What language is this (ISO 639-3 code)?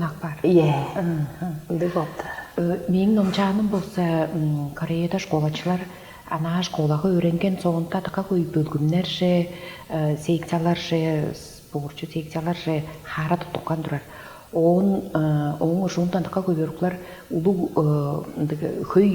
tyv